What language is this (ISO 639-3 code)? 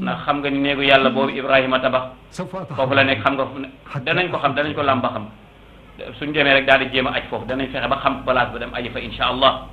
wol